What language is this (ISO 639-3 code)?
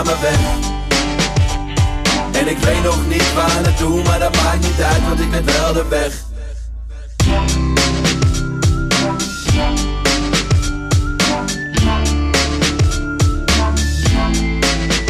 nld